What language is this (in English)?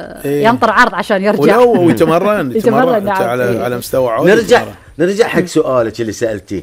Gulf Arabic